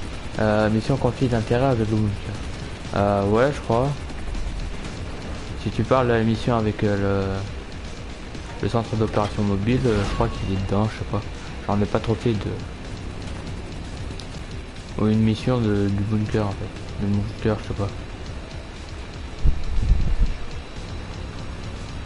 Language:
French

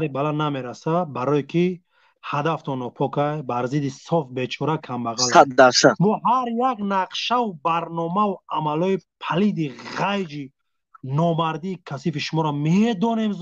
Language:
Tajik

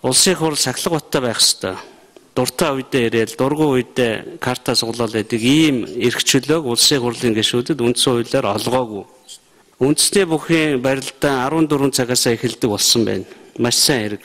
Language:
Mongolian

